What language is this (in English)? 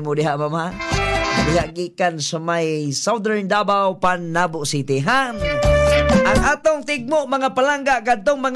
Cebuano